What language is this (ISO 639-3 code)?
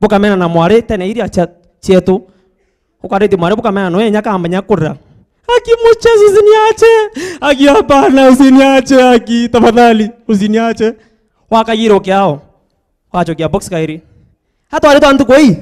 mer